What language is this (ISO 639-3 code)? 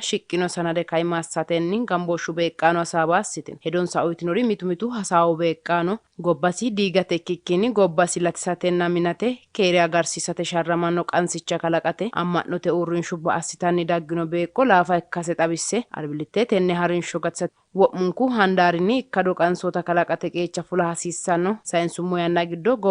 sid